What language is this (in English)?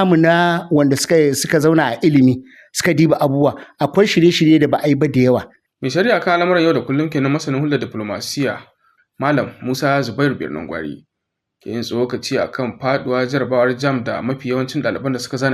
Hausa